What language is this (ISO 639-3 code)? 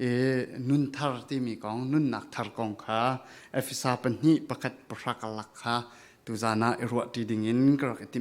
cfm